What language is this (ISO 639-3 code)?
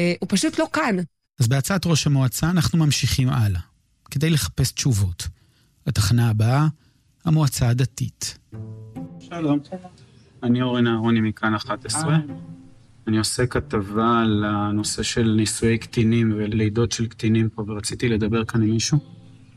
heb